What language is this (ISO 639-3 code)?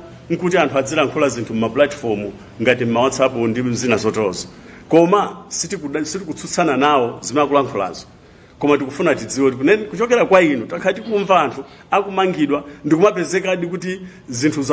nya